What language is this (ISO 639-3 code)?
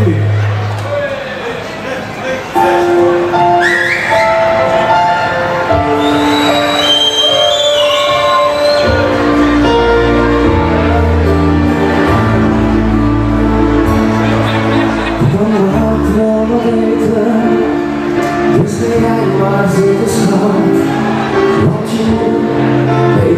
nld